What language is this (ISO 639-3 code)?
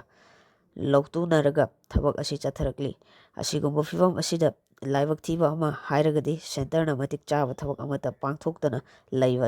mni